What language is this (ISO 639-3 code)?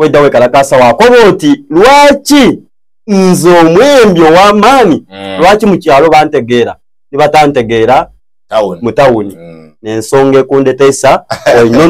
xog